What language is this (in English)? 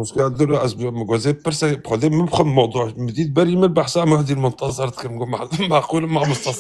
Kurdish